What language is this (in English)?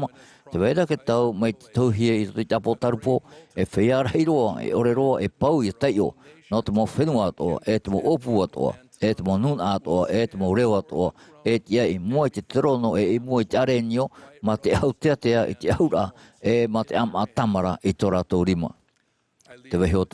Tahitian